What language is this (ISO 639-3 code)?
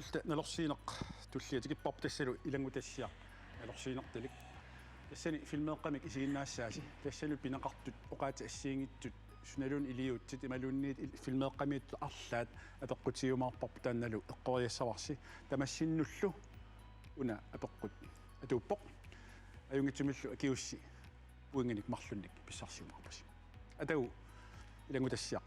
kal